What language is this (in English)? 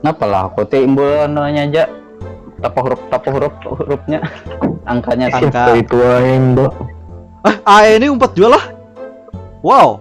Banjar